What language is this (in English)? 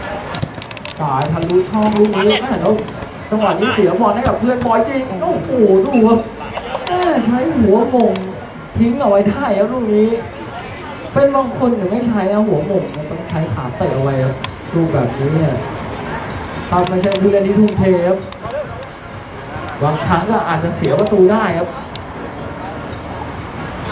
Thai